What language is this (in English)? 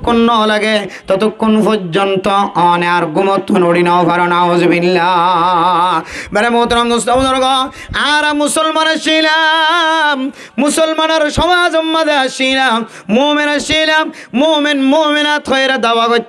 Rohingya